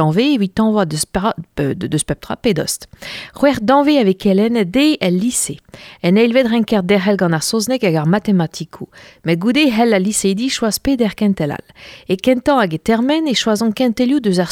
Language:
Breton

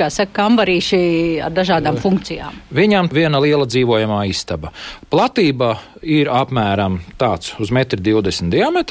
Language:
Latvian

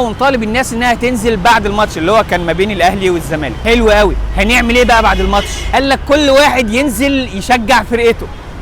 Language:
Egyptian Arabic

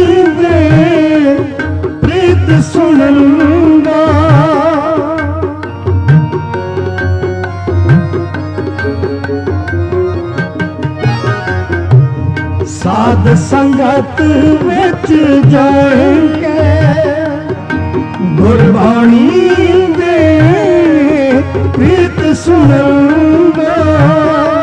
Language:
Punjabi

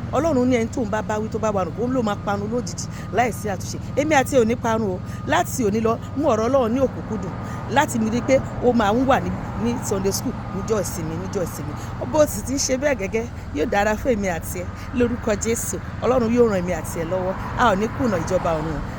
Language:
Yoruba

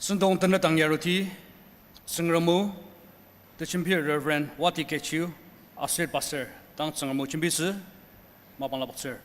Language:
Ao Naga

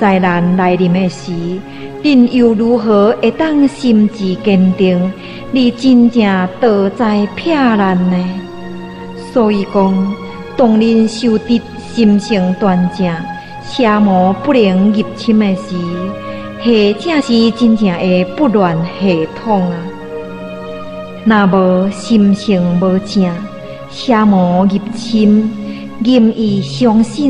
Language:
Min Nan Chinese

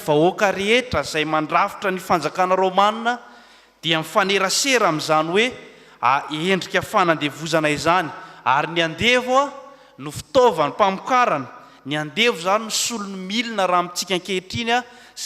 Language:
Malagasy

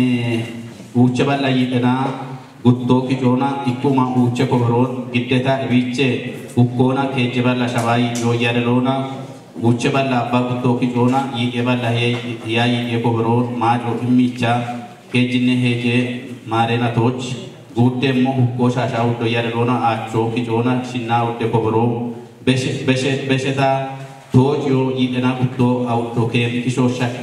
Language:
Kafa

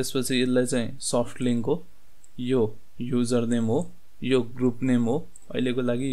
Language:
Nepali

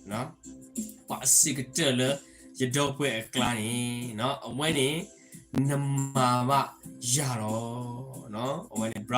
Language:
S'gaw Karen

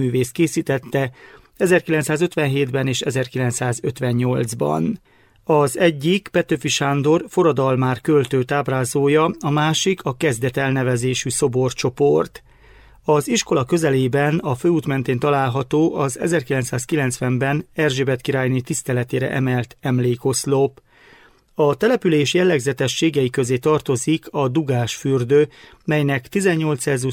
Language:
Hungarian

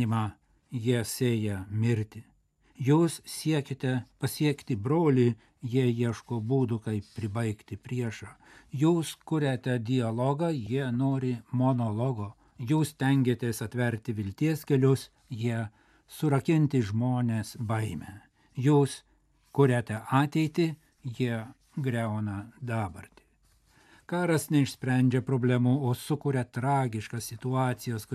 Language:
Lithuanian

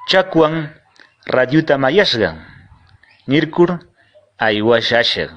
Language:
Quechua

